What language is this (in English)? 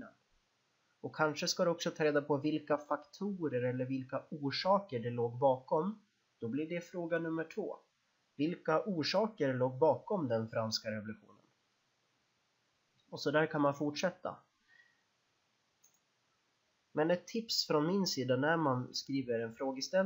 Swedish